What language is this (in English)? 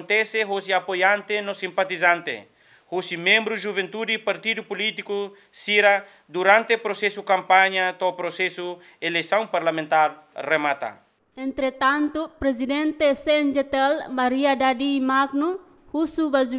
Tetum